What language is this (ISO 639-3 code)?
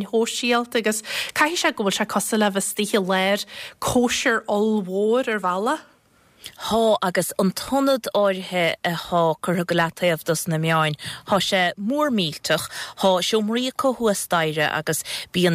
gle